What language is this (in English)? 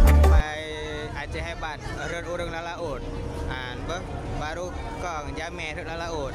Achinese